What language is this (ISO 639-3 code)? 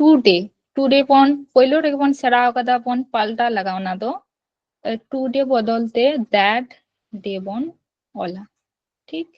sat